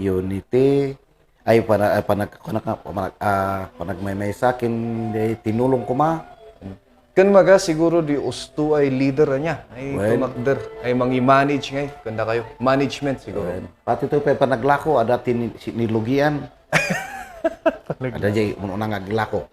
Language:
Kankanaey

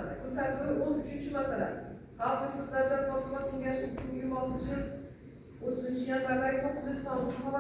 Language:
Uzbek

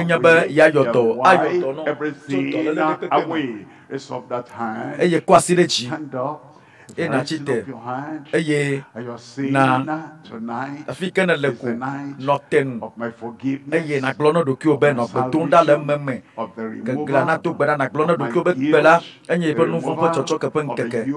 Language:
Ewe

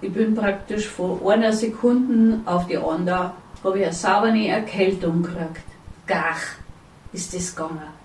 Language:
Bavarian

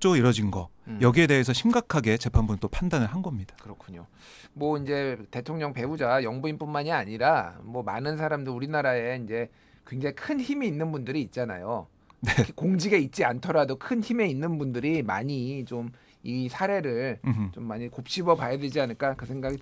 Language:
Korean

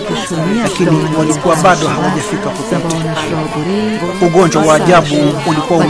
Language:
Swahili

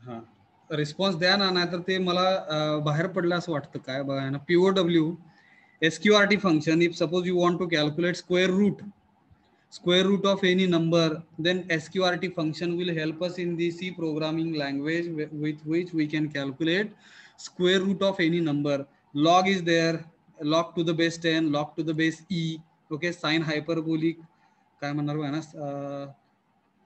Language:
Marathi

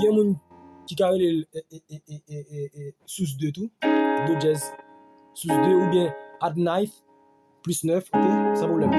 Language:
Haitian Creole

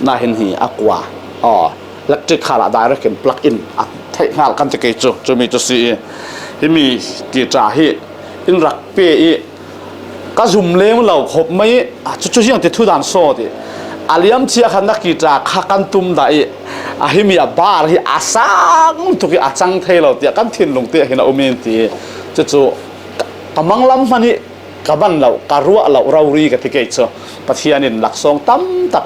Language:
Falam Chin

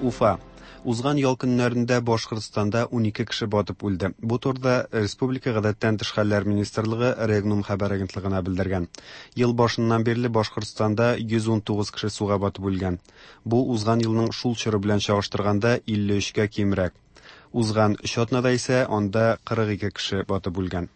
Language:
Tatar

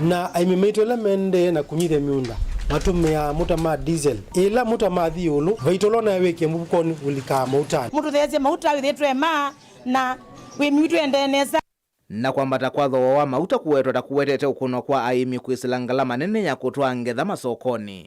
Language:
Kamba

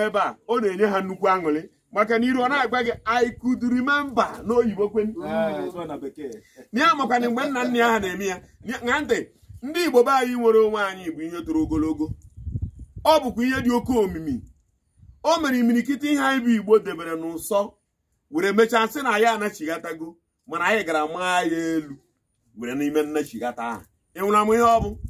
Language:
Igbo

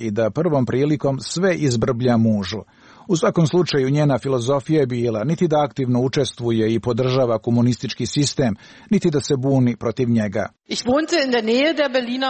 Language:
Serbian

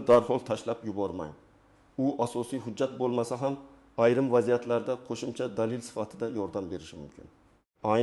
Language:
Uzbek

